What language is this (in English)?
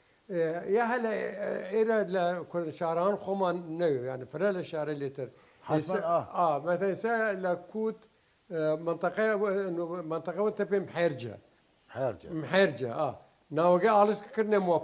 Southern Kurdish